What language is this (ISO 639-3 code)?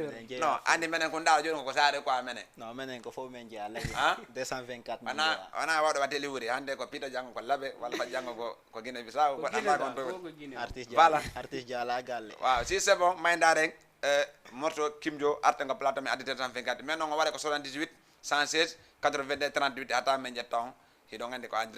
ful